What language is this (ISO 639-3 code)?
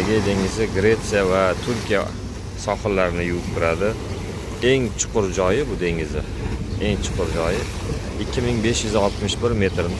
uzb